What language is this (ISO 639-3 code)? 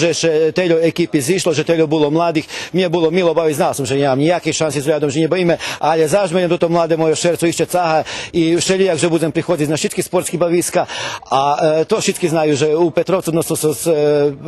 rue